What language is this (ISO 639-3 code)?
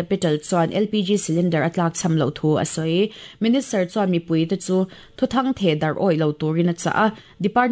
lus